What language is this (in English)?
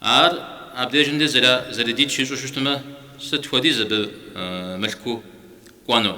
Kabardian